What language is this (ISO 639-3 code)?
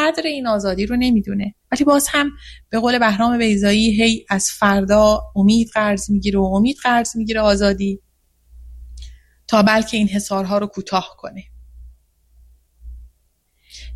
fas